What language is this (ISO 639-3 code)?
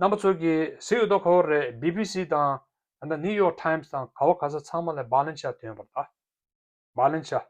bod